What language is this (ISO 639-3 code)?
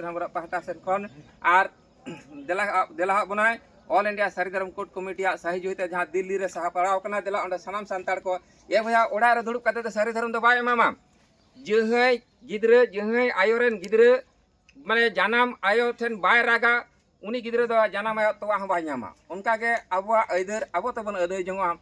sat